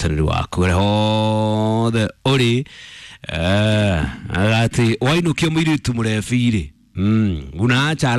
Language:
Kikuyu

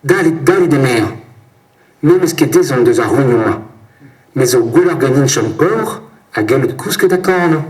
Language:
Breton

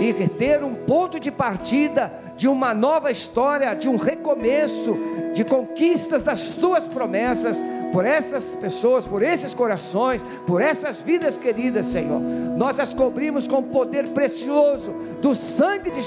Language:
Portuguese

